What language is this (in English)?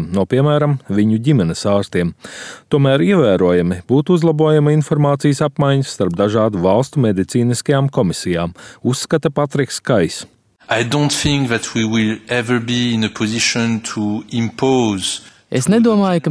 Latvian